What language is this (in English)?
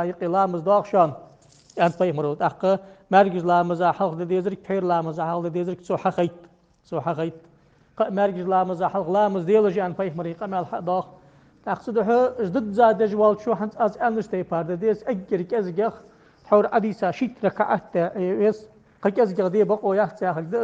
Ingush